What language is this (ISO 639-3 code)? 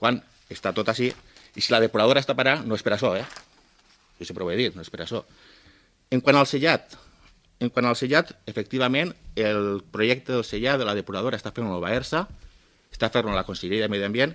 cat